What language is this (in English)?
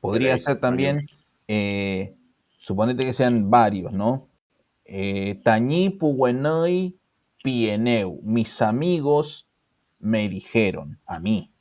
Mapuche